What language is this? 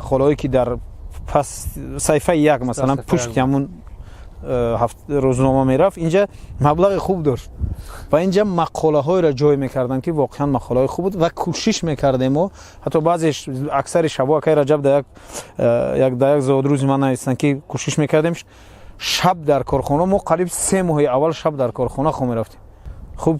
Tajik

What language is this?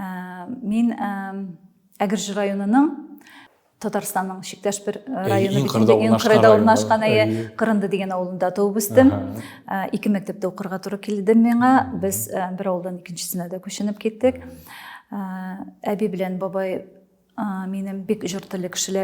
Tatar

